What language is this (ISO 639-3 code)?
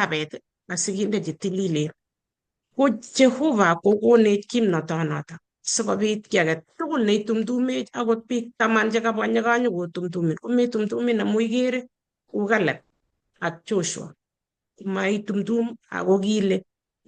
kln